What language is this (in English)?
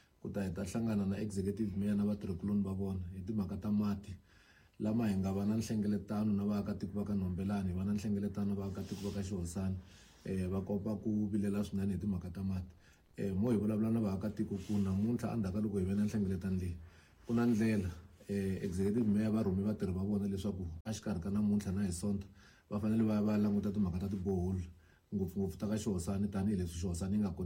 Tsonga